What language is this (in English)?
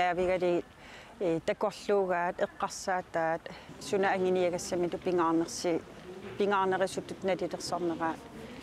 Kalaallisut